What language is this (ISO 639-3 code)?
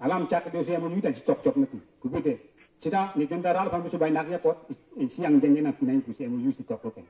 mjw